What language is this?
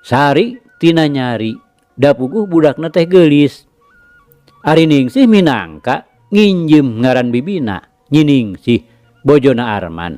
Sundanese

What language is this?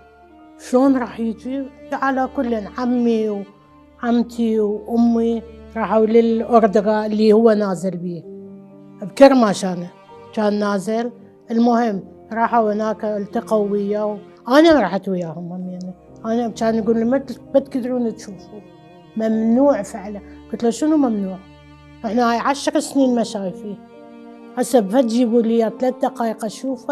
Mesopotamian Arabic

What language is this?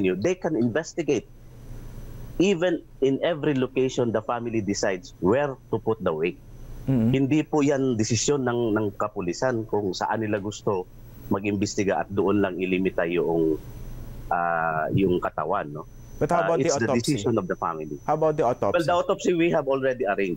Filipino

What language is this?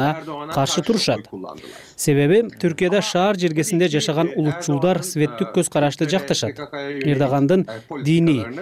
Kyrgyz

